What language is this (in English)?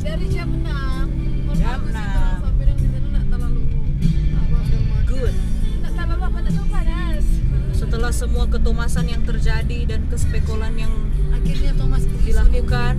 Manado Malay